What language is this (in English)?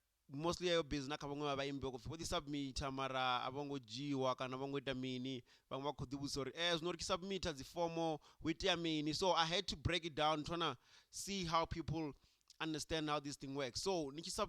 Venda